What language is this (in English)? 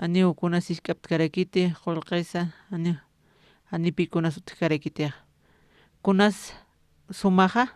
Aymara